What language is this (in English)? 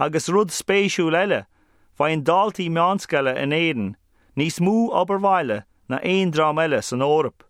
Irish